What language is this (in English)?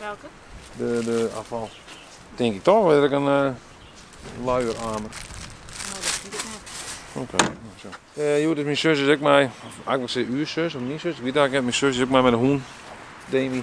Western Frisian